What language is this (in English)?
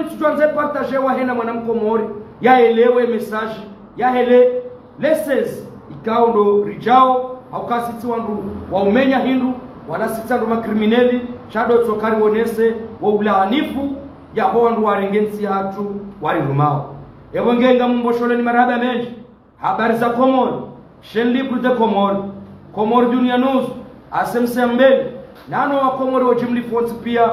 Ngazidja Comorian